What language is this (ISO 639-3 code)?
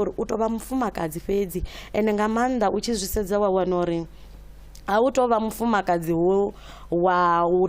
ven